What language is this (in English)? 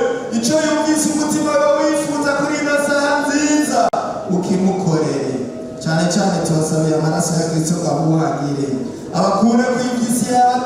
Rundi